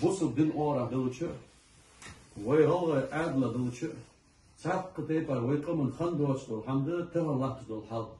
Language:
Ingush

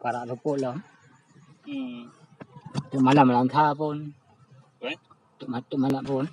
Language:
Achinese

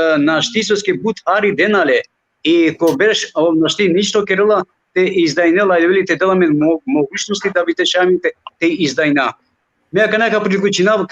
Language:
Balkan Romani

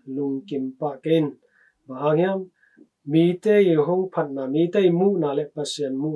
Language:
Tedim Chin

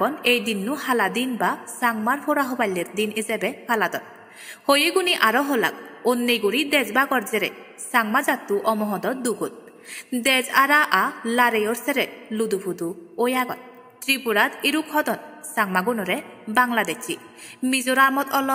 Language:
Chakma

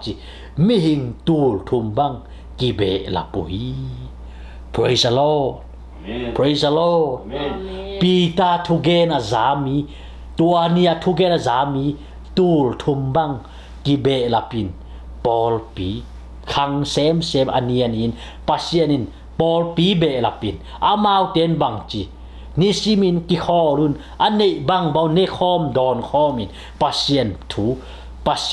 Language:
Tedim Chin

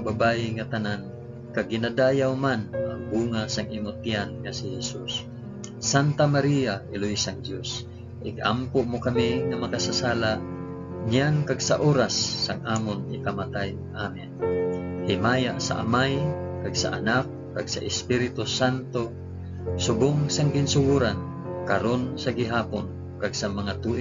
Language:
Hiligaynon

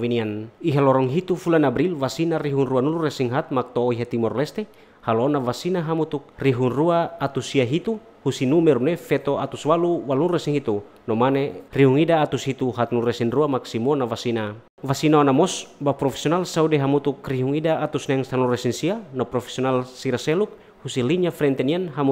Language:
Tetum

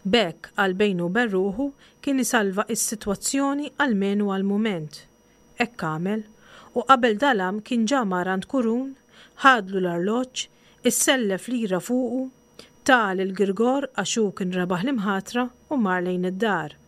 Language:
Maltese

